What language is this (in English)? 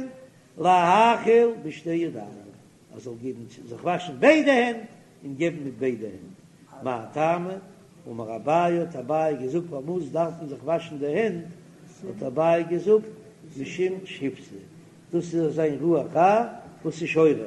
Yiddish